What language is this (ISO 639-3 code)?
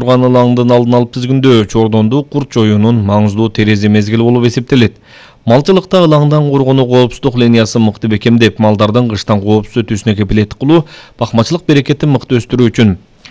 kir